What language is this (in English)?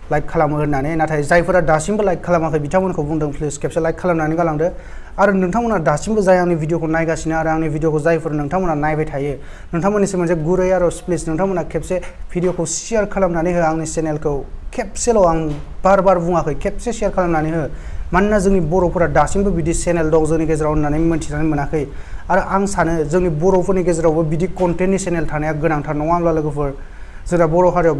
Bodo